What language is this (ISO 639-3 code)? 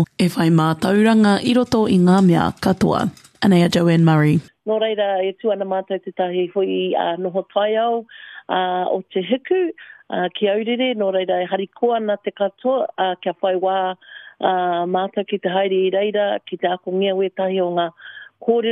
mri